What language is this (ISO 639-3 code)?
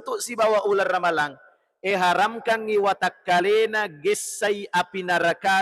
bug